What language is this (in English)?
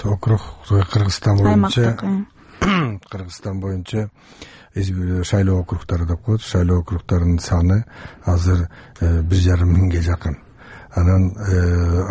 Kyrgyz